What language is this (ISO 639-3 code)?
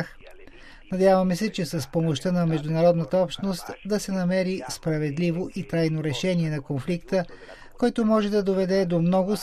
bul